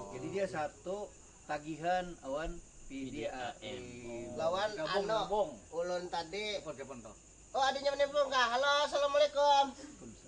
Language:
Banjar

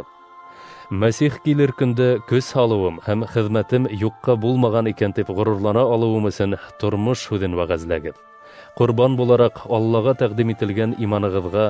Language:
Bashkir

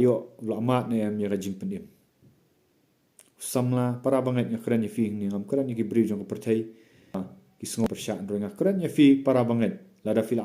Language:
Khasi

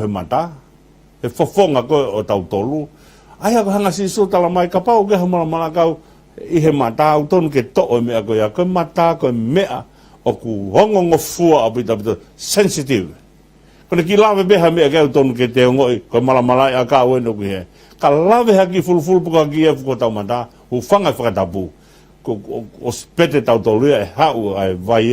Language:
Tongan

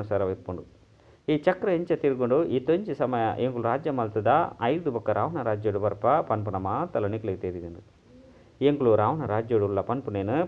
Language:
Tulu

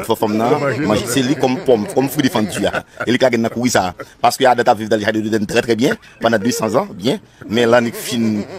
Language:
Haitian Creole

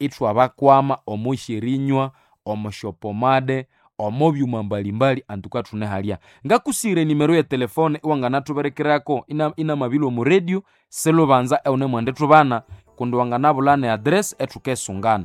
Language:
Nande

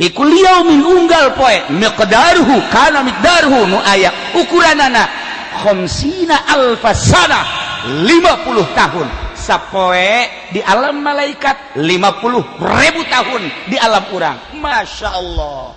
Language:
Sundanese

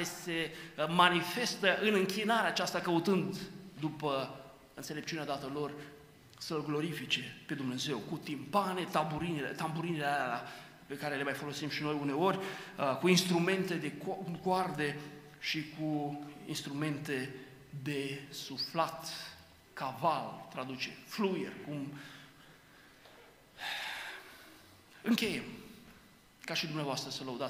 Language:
Romanian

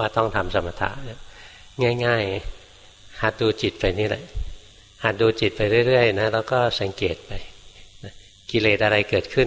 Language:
Thai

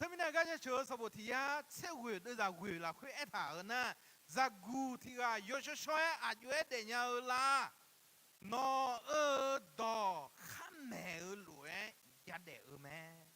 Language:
Akha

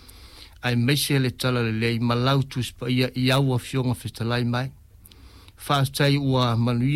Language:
Samoan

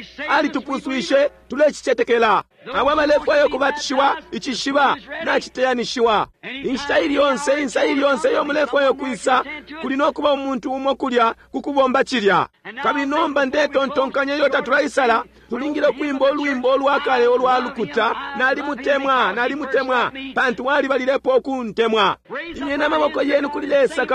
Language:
Bemba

